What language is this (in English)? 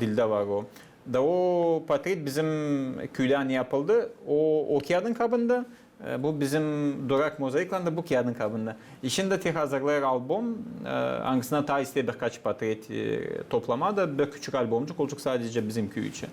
Gagauz